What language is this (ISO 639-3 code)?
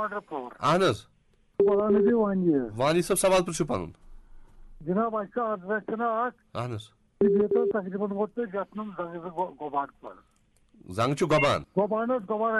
kas